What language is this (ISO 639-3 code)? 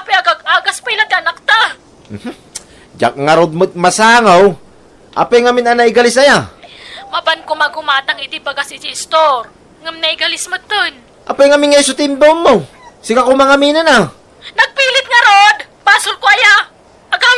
ilo